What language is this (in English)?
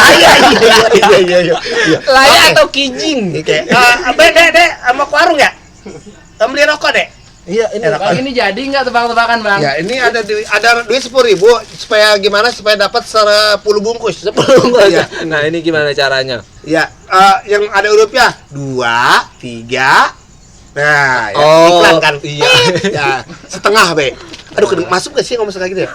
Betawi